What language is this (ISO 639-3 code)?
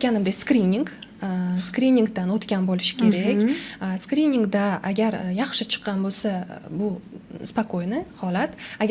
uzb